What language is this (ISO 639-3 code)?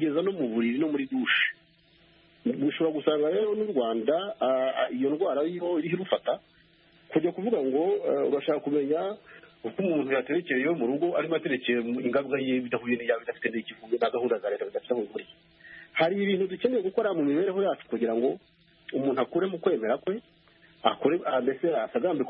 kin